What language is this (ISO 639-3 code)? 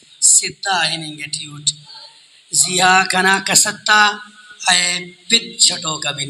brh